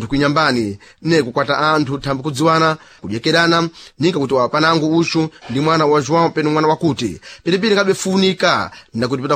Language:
Sena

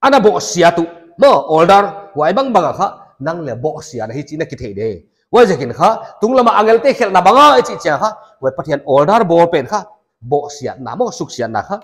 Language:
Paite Chin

